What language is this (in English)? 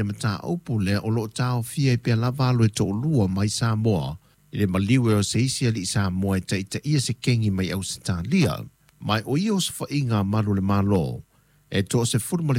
Samoan